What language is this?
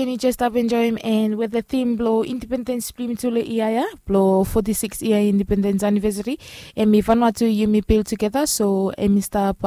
Bislama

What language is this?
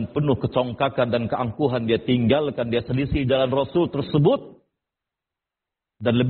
Indonesian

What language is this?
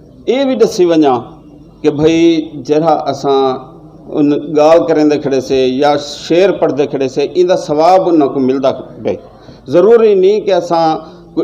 Saraiki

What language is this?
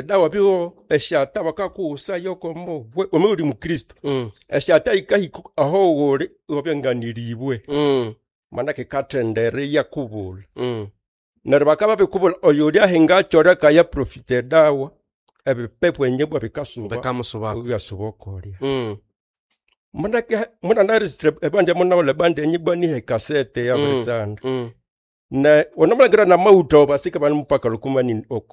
Nande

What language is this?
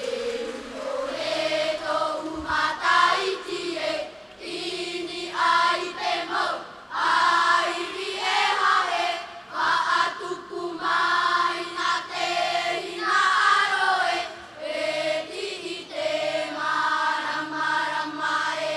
Tahitian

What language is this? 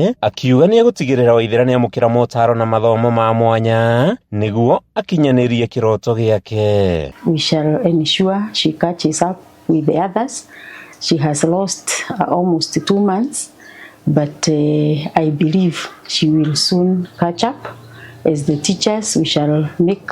Kikuyu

